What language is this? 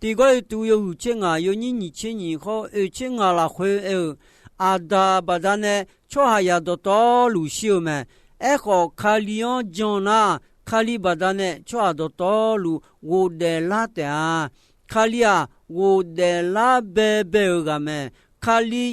Akha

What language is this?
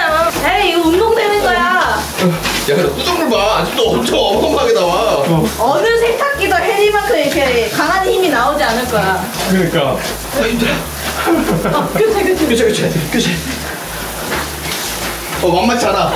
Korean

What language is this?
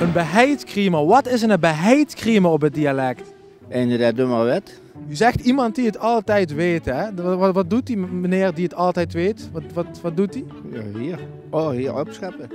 Limburgish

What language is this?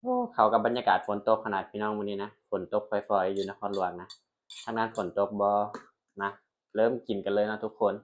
Northeastern Thai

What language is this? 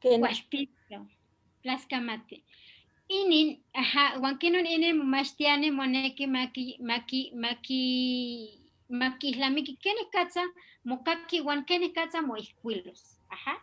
Eastern Huasteca Nahuatl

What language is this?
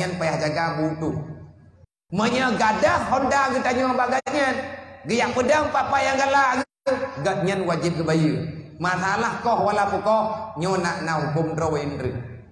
Achinese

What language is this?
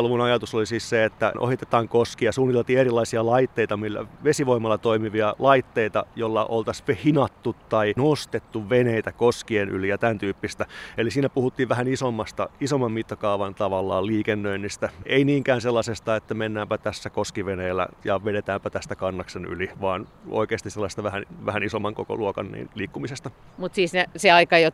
Finnish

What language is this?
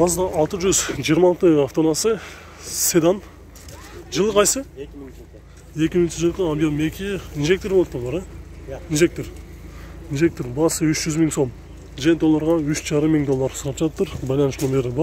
Kyrgyz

